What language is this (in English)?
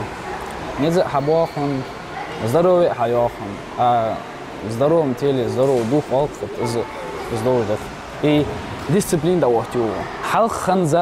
Ingush